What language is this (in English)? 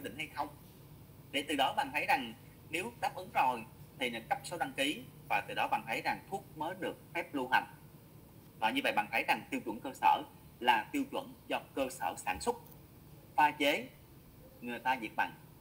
Vietnamese